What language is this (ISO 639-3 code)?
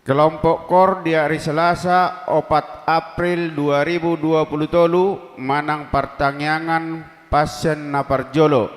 bbc